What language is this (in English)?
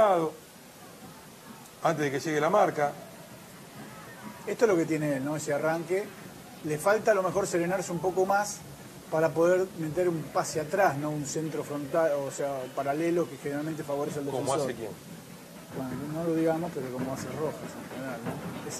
Spanish